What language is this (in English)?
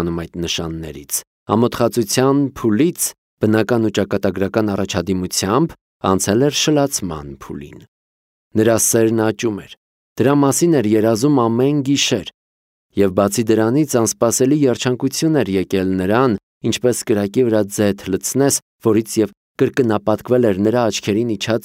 Armenian